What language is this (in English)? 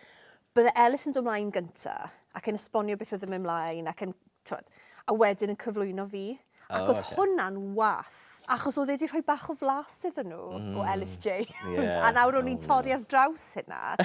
Welsh